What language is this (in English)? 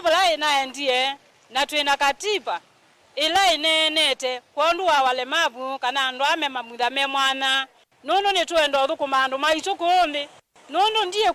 Kamba